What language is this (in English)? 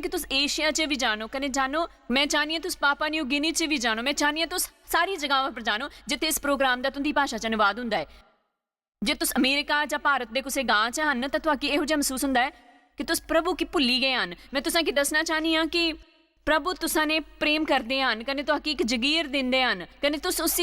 Dogri